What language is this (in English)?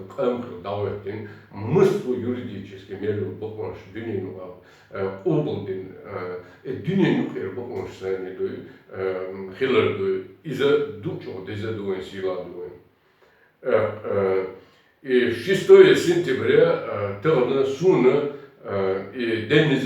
Chechen